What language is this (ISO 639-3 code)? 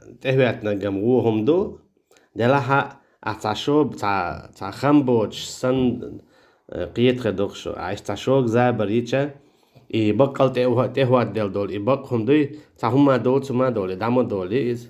che